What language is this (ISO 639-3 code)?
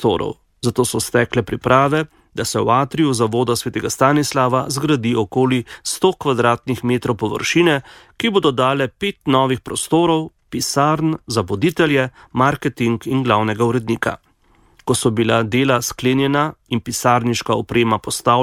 slv